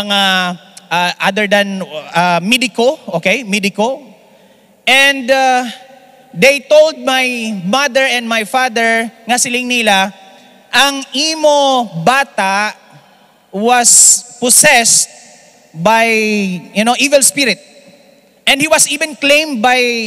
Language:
Hiligaynon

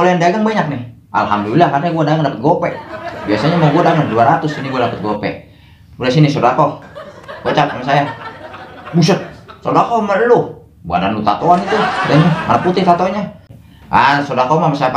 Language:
Betawi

